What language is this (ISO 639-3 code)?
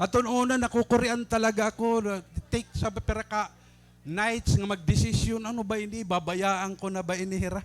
war